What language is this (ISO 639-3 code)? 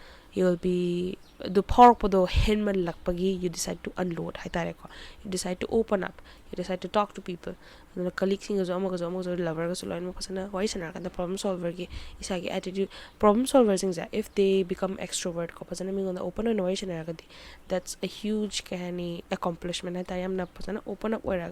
mni